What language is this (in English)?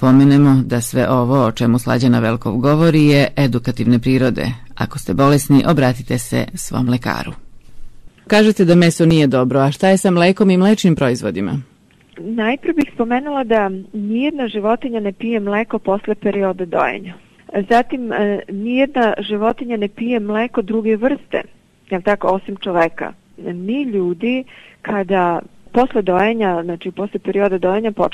Serbian